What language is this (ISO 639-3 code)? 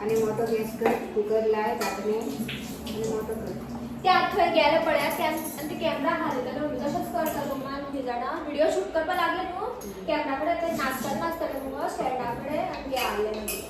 kok